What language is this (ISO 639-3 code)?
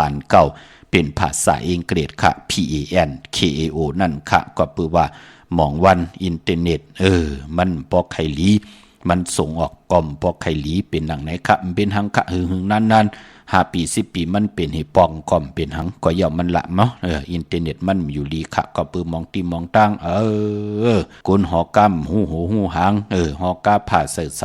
shn